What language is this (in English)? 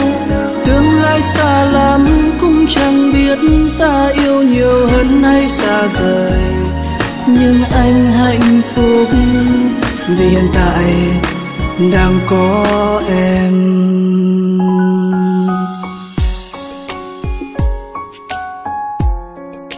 Vietnamese